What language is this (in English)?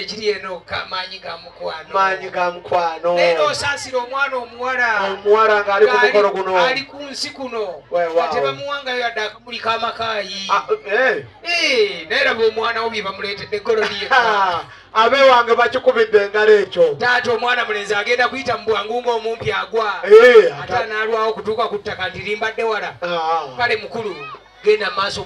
Ganda